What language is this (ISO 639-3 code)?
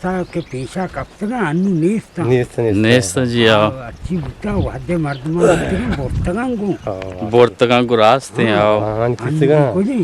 bgp